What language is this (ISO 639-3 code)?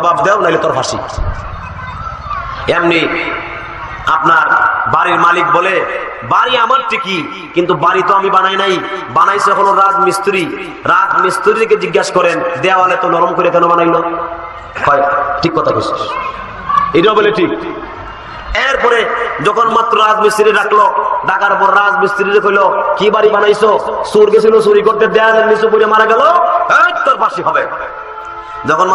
ben